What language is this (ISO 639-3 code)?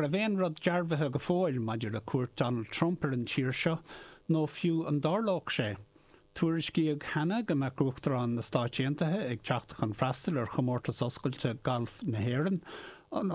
gle